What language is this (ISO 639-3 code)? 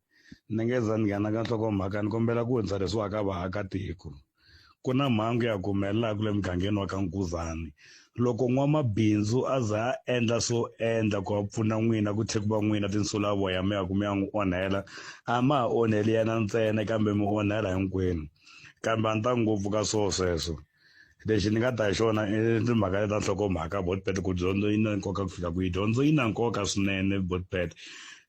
tso